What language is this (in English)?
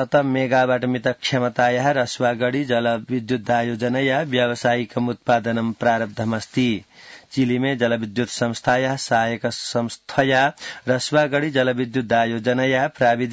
Sanskrit